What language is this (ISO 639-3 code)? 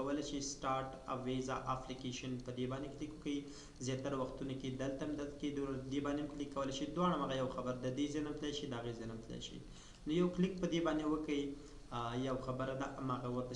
pus